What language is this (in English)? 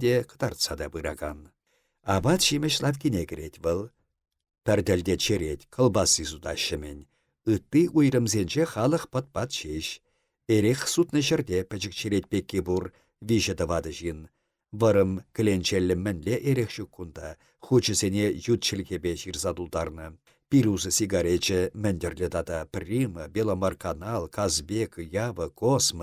Chuvash